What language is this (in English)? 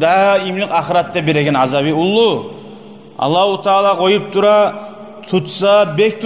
Kumyk